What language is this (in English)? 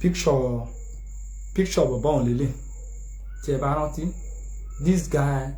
Yoruba